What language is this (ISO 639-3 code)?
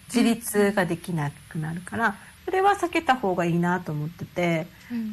jpn